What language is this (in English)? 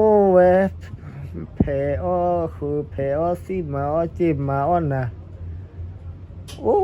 S'gaw Karen